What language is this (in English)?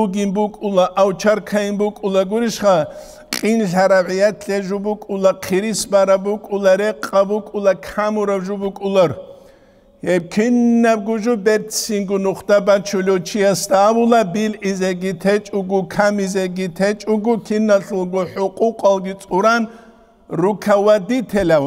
Avaric